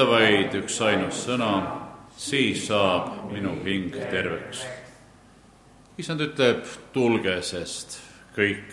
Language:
Estonian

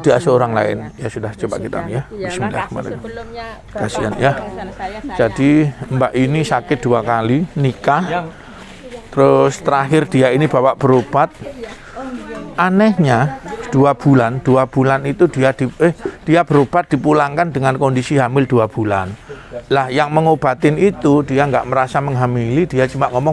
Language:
Indonesian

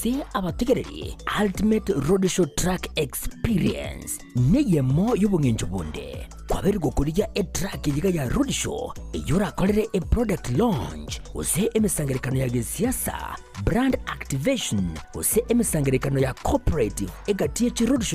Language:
Gusii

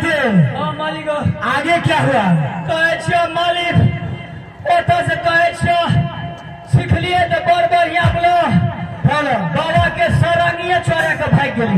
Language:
Maithili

